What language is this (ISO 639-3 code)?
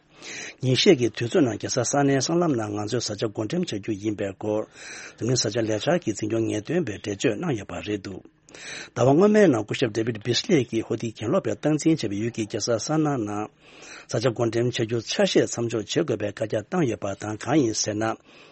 bod